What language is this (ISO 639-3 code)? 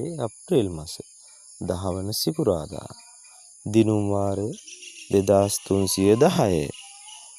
sin